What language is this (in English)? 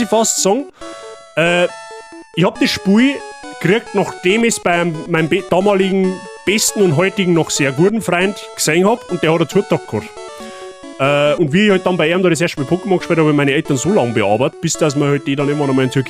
Bavarian